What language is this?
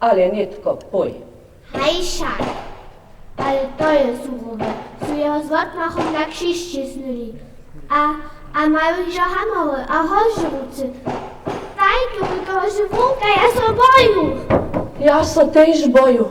Upper Sorbian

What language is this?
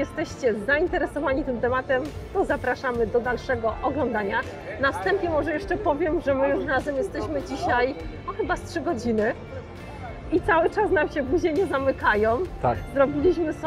Polish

